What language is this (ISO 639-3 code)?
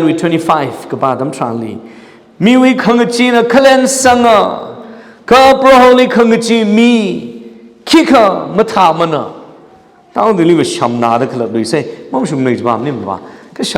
nmf